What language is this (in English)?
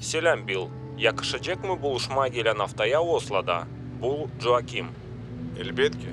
Gagauz